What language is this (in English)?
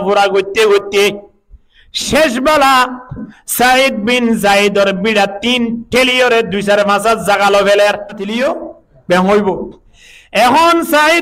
Rohingya